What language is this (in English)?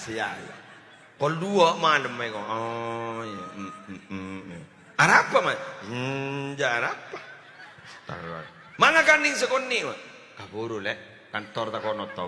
Madurese